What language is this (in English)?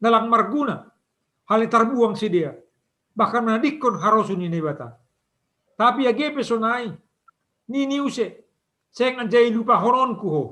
Batak Simalungun